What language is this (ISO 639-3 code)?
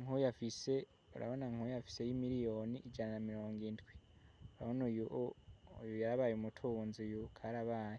run